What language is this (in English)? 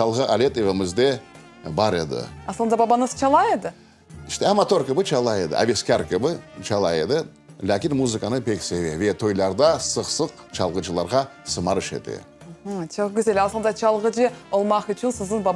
Crimean Tatar